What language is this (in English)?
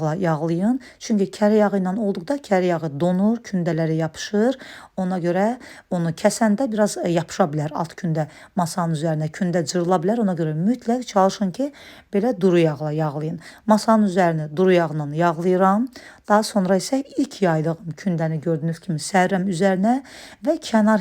Azerbaijani